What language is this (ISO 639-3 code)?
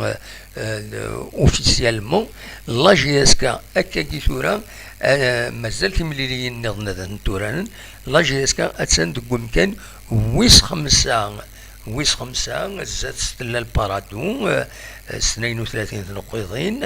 kab